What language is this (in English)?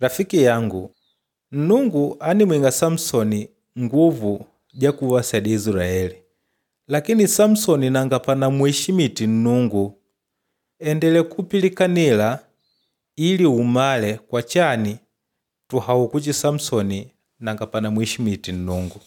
Makonde